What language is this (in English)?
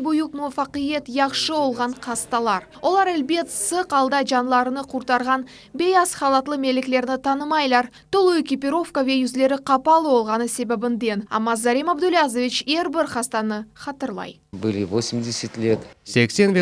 Crimean Tatar